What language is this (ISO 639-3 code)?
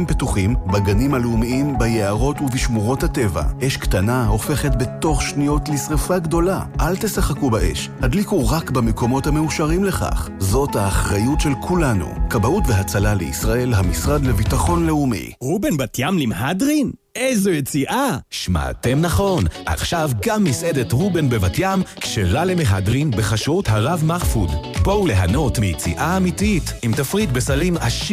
heb